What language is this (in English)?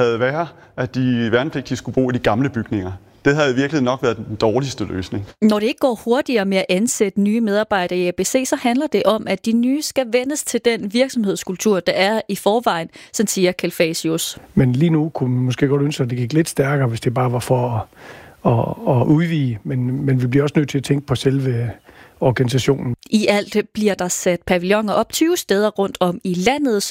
Danish